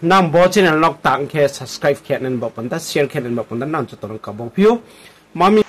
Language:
Riang (India)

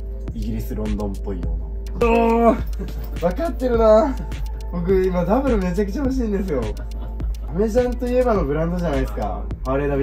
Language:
Japanese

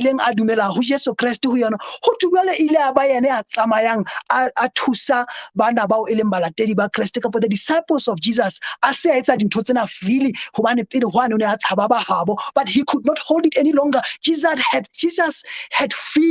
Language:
Southern Sotho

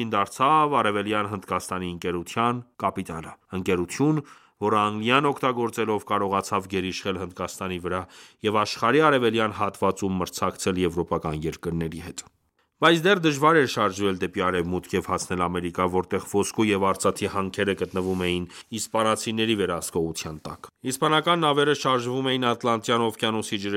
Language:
Armenian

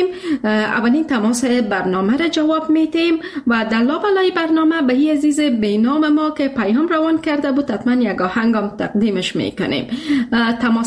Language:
Persian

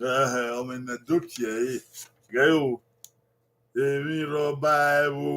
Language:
Bini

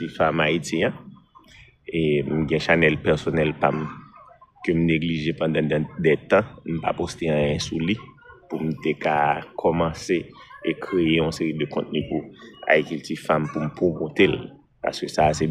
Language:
Haitian Creole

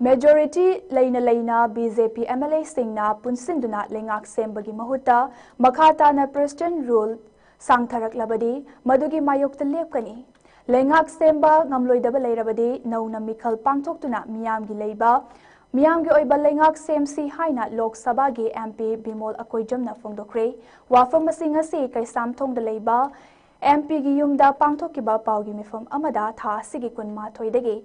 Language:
Manipuri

